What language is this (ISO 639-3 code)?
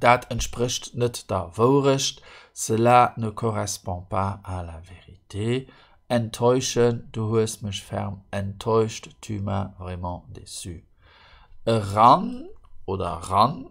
ltz